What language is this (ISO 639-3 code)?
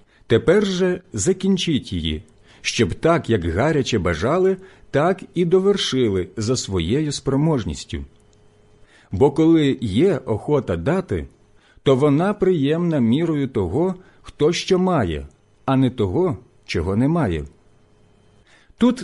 ukr